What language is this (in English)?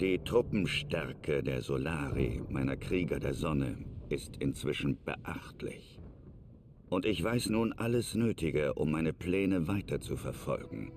Bavarian